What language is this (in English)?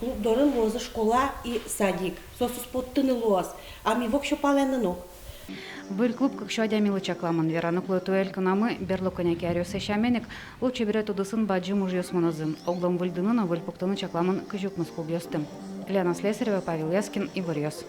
Udmurt